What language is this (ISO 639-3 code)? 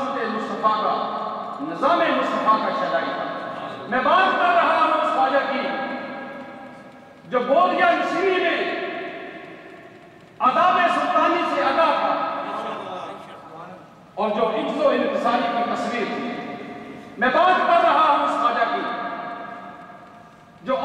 urd